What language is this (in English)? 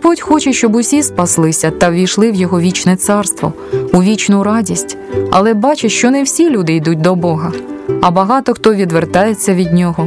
Ukrainian